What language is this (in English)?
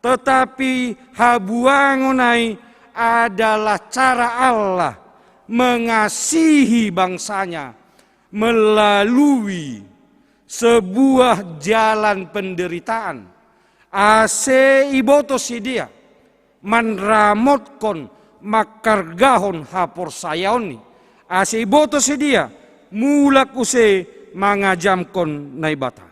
Batak Simalungun